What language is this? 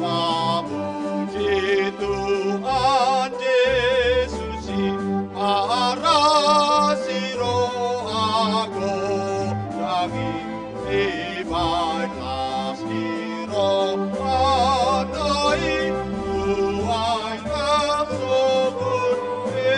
Batak Toba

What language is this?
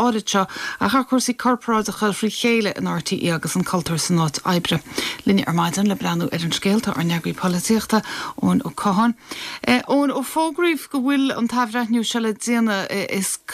Irish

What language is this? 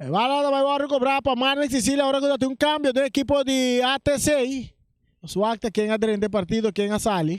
Papiamento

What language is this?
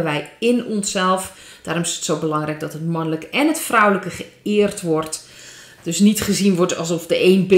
Dutch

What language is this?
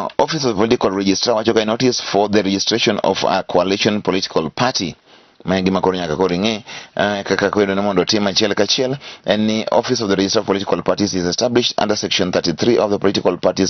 Luo (Kenya and Tanzania)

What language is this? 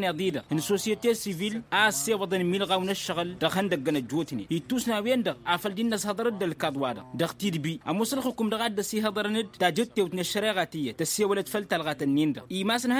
Tamasheq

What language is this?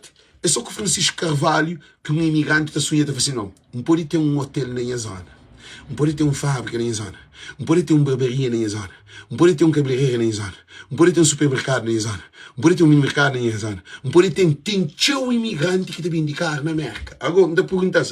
Kabuverdianu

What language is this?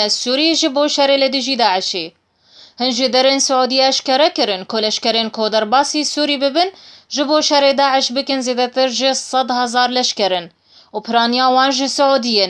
Kurdish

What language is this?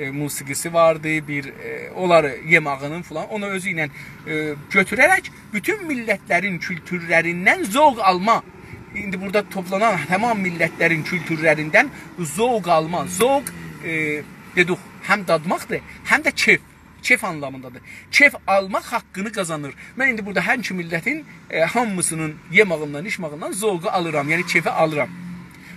South Azerbaijani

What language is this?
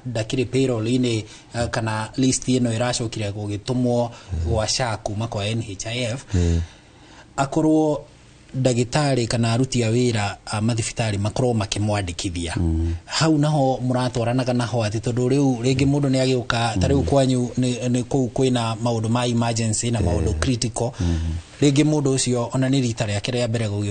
Kikuyu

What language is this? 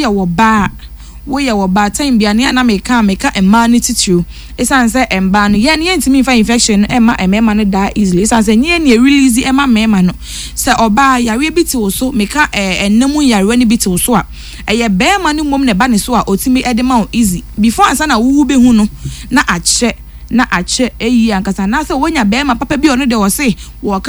Akan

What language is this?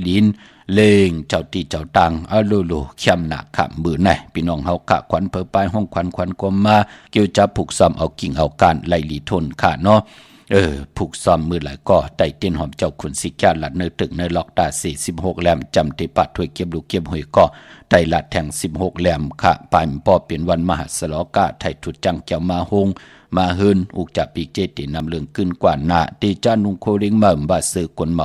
Shan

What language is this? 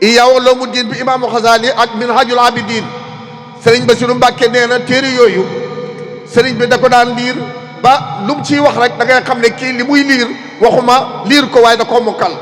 Wolof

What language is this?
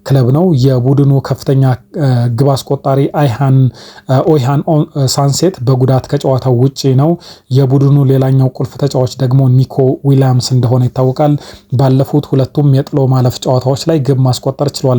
Amharic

